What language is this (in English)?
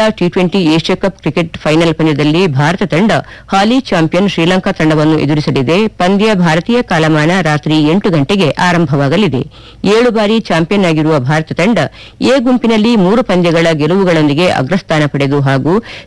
Kannada